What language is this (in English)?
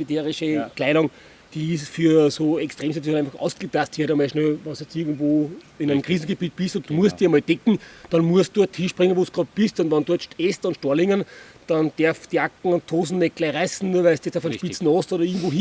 Bavarian